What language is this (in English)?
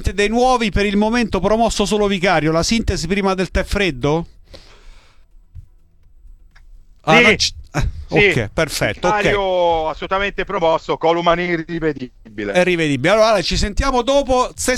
Italian